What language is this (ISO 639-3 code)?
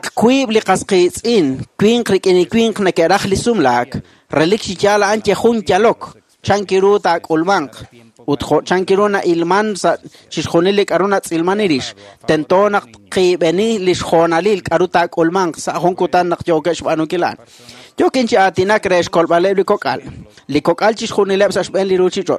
kek